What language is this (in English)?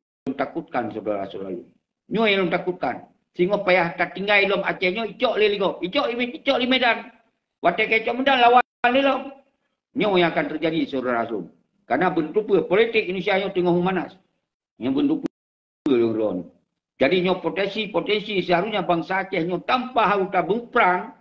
Achinese